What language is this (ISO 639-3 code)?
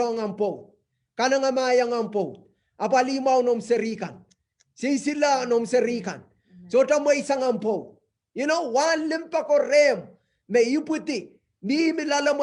pon